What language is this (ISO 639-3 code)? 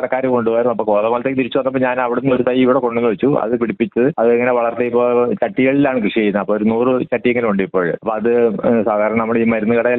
mal